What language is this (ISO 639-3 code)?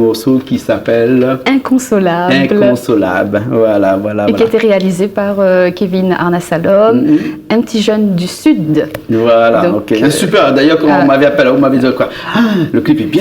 rcf